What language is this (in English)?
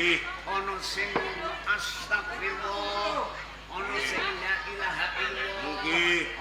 Javanese